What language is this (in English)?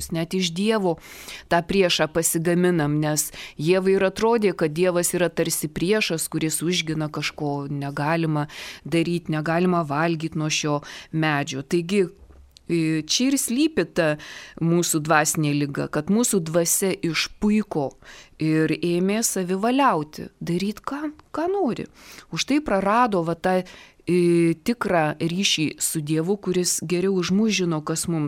Lithuanian